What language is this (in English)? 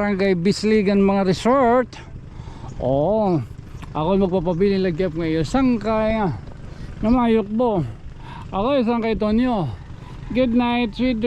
Waray